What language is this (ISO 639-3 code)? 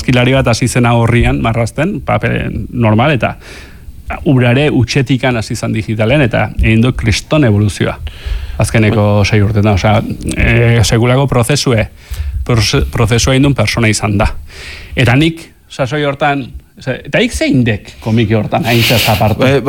eus